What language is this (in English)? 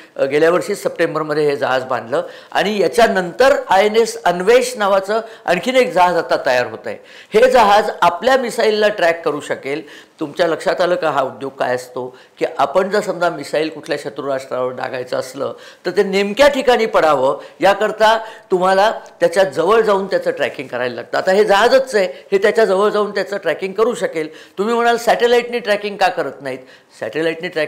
Marathi